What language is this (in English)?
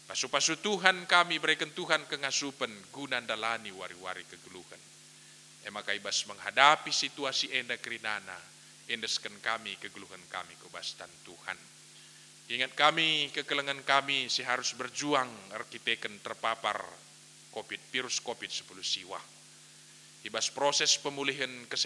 Batak Karo